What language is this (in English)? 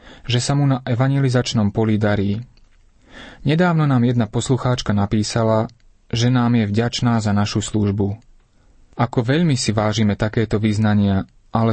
Slovak